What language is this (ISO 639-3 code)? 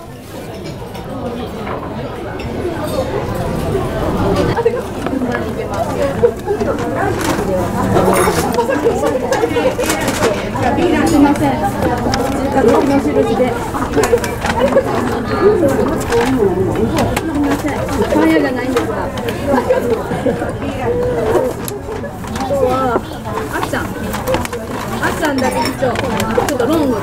jpn